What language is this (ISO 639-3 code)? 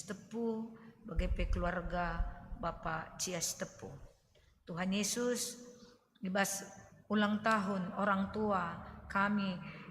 btx